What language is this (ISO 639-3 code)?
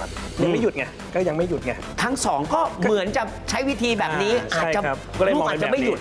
tha